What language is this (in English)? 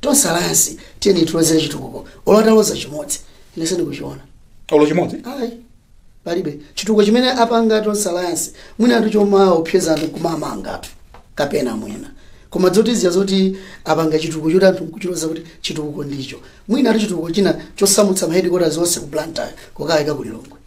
Nyanja